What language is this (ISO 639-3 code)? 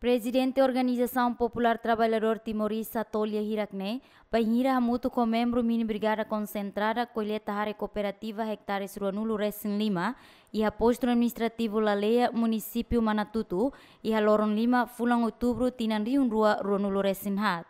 tet